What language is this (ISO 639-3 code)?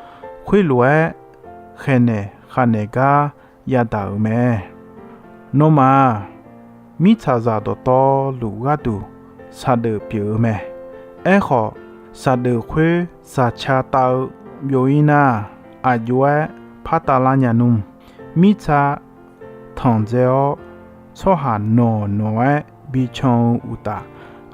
ahk